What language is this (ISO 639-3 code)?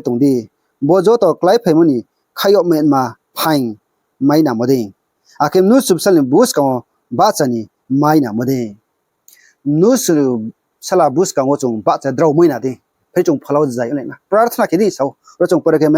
ria